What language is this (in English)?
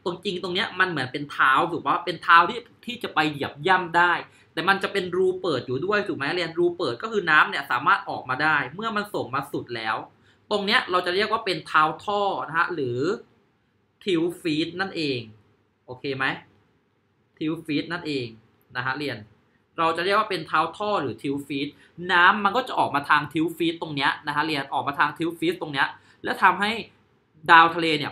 Thai